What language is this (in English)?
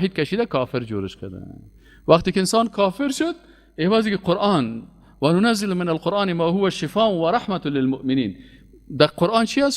Persian